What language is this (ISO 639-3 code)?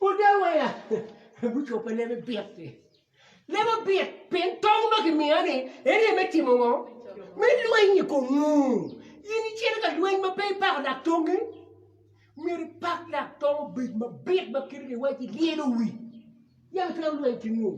ach